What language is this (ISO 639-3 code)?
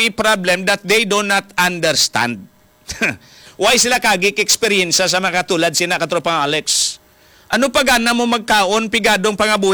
hil